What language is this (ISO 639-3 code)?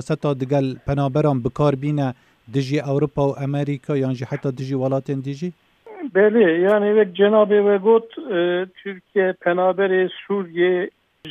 kur